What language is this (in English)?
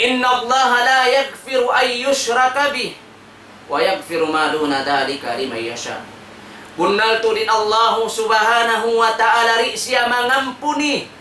Tausug